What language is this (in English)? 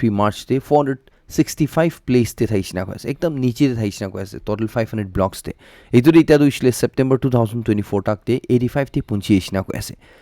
Naga Pidgin